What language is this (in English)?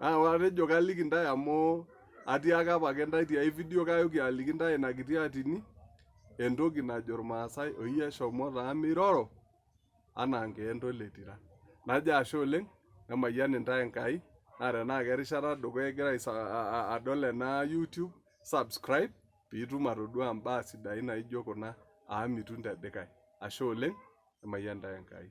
Masai